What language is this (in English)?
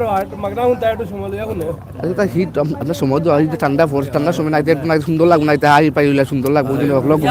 Sylheti